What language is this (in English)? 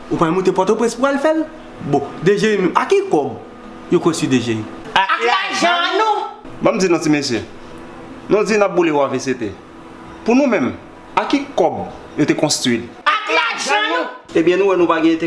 Haitian Creole